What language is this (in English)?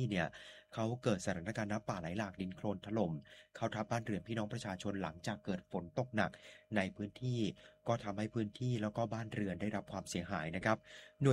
Thai